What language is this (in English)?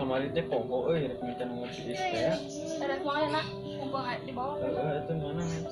Sundanese